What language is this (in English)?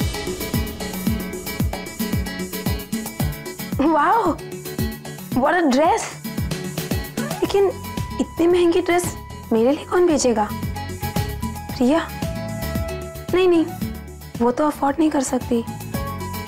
Hindi